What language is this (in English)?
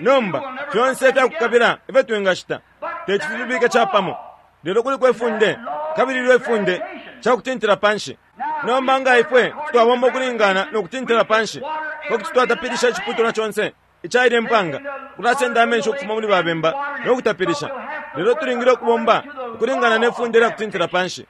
Bemba